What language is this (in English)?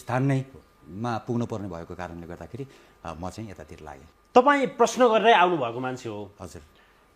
Nepali